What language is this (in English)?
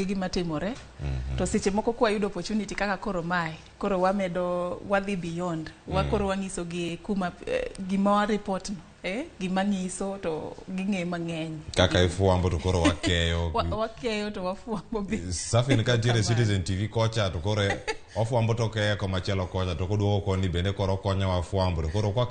Luo (Kenya and Tanzania)